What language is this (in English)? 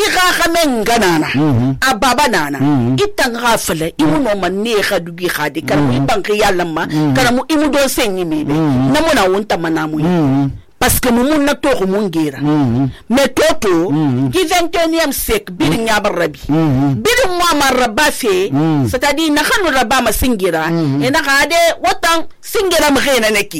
Susu